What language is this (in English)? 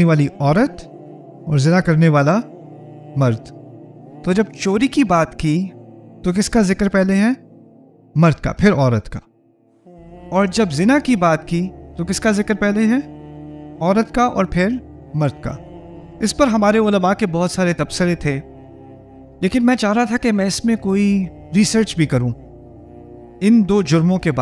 Urdu